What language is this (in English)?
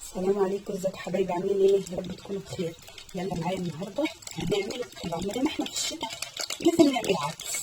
Egyptian Arabic